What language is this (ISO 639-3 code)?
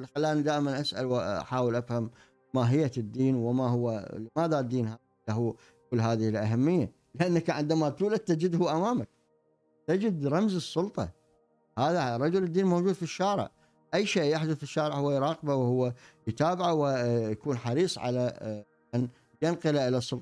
ara